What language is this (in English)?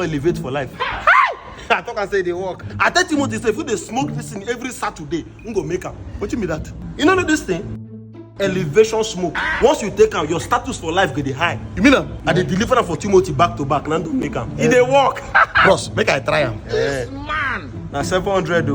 Nigerian Pidgin